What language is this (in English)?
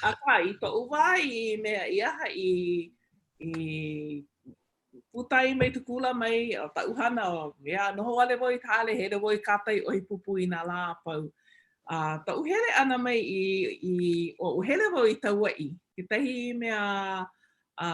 Hawaiian